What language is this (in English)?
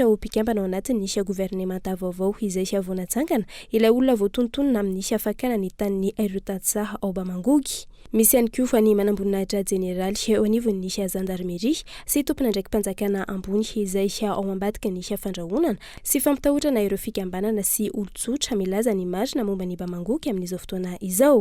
Malagasy